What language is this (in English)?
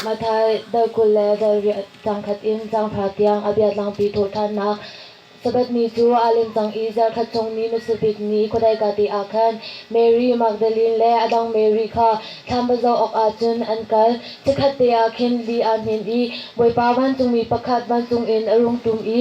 Hakha Chin